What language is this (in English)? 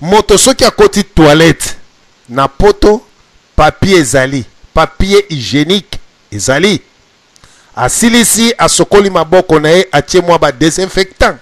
Lingala